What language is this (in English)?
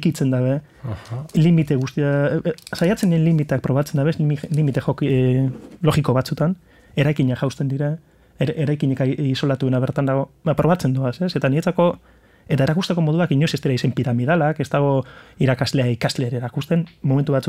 Basque